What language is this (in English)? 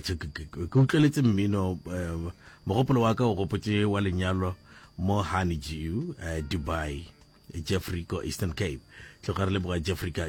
Northern Sotho